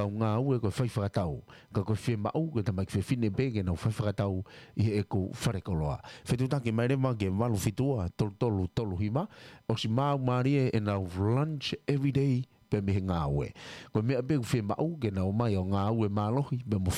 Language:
Tongan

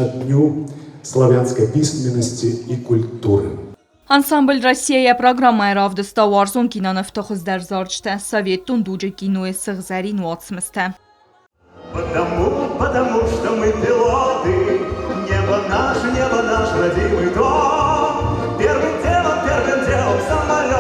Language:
Ossetic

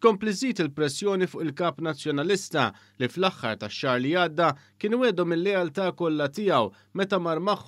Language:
Maltese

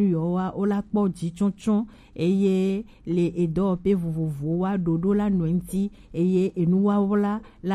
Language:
Gen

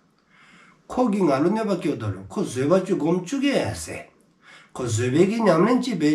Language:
Dzongkha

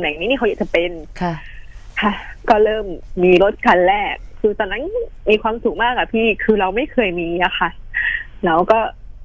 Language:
Thai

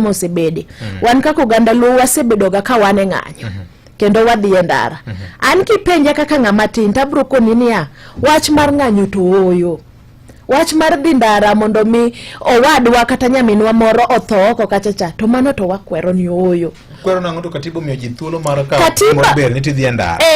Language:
Luo (Kenya and Tanzania)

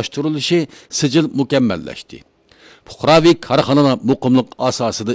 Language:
Uyghur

